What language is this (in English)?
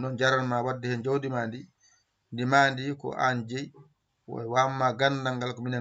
Fula